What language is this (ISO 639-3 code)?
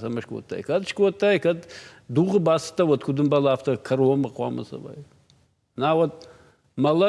oss